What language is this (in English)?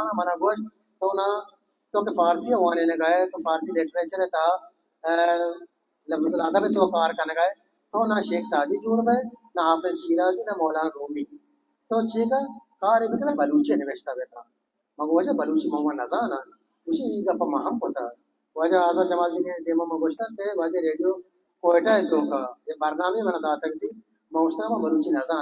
Baluchi